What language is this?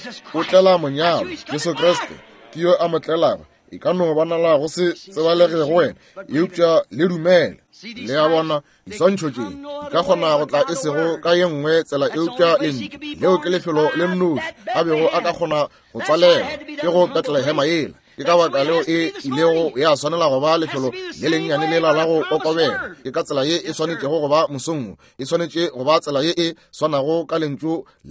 Northern Sotho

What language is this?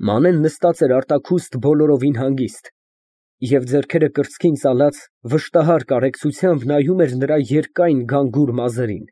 Armenian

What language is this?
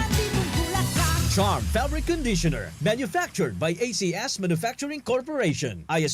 Bikol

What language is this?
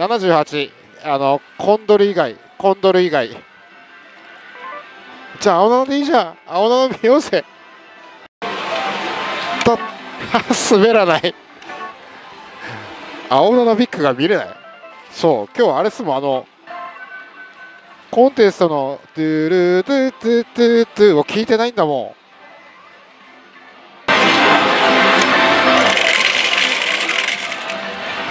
Japanese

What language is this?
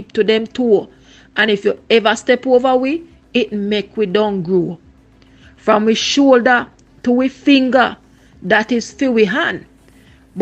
Jamaican Creole English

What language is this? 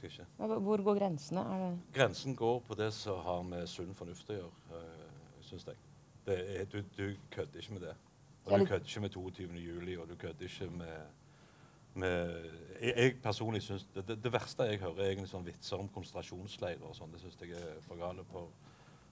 Norwegian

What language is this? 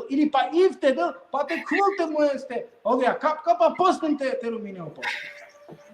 Balkan Romani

